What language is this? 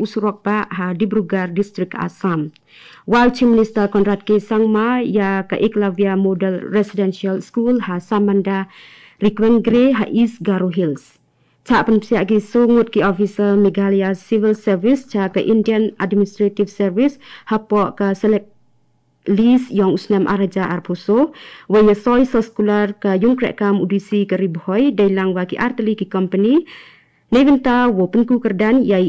Garo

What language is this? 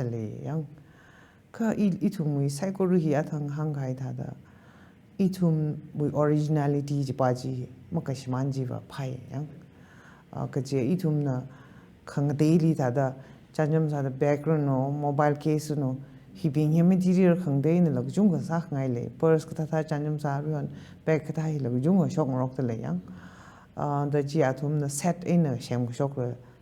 Tangkhul Naga (India)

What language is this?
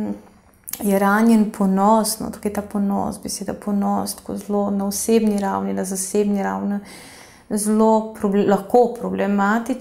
Slovenian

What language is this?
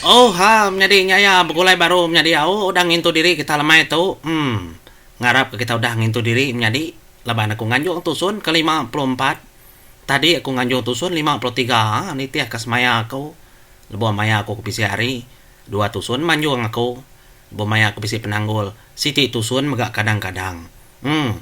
Iban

